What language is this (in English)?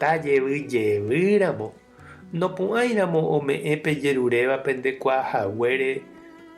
Guarani